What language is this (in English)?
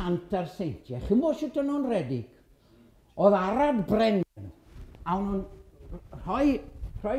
Welsh